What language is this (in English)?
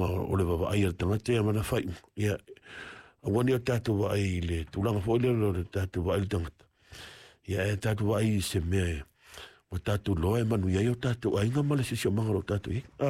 Samoan